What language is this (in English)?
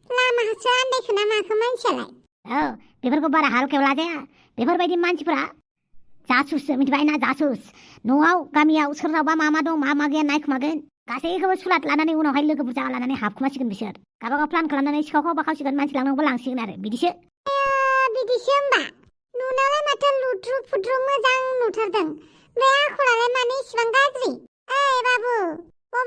Bodo